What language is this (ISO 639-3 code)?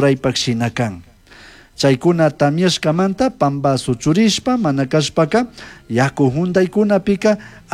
qug